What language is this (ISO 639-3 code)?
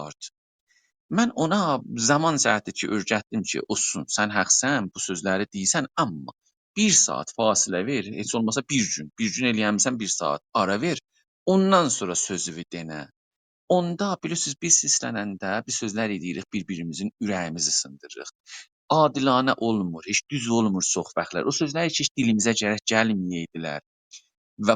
azb